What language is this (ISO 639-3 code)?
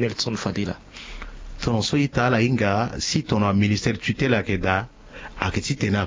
sag